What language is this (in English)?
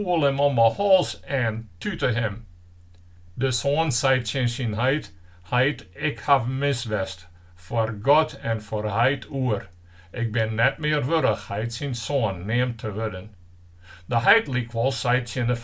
Western Frisian